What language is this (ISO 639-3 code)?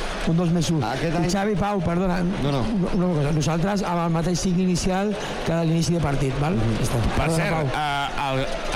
cat